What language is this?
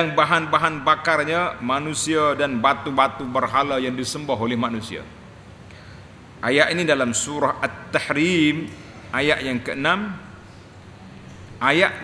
Malay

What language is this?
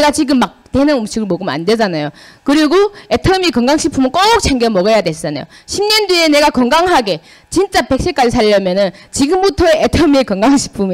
Korean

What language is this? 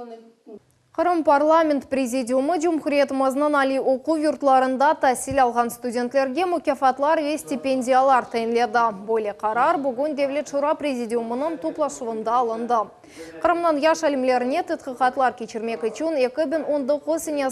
Crimean Tatar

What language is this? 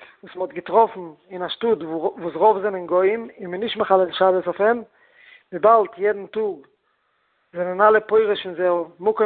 Yiddish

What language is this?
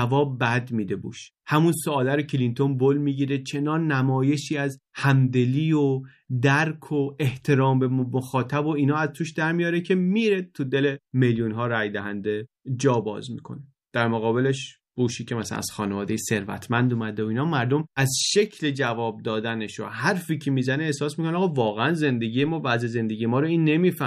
Persian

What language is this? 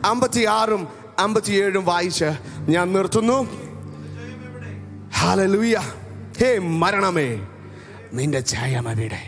Malayalam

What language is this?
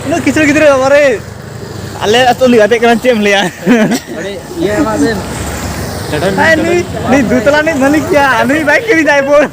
Santali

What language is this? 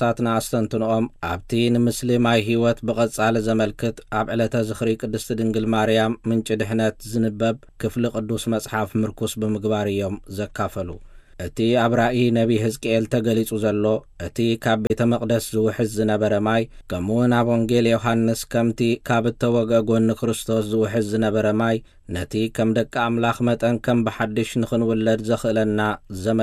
Tigrinya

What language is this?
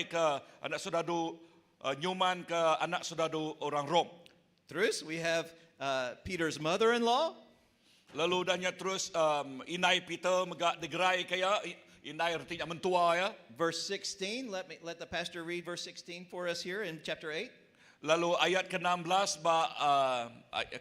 Iban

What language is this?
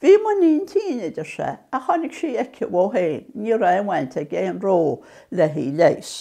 Irish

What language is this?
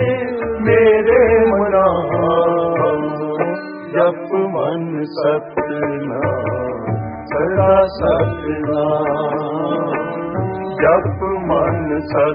Punjabi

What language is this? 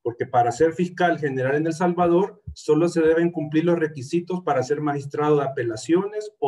Spanish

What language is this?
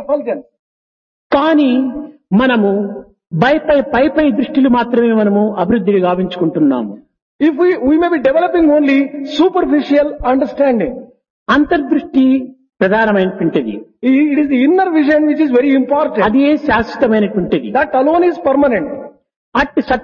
Telugu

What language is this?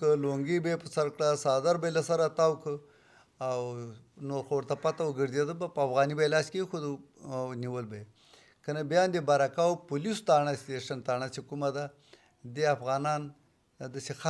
Pashto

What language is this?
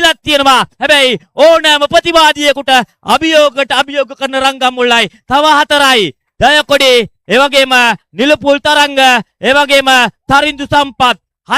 Sinhala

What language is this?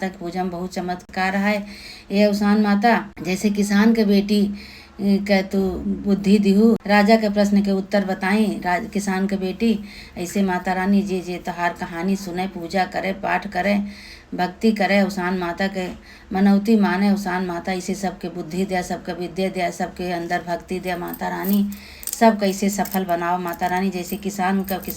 Awadhi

